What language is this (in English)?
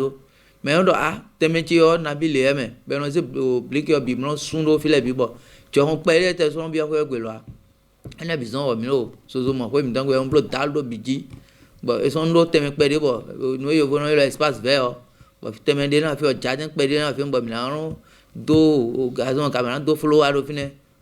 Fon